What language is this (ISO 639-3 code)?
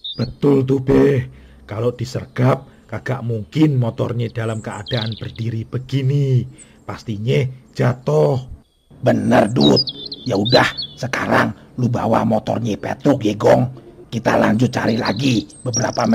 bew